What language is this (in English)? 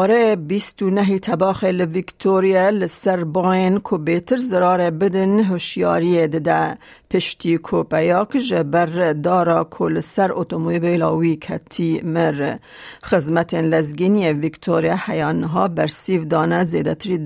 Kurdish